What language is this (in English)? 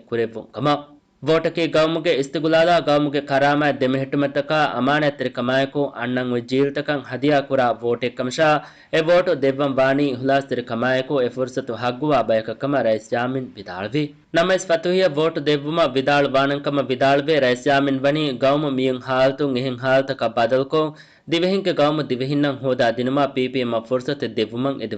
Divehi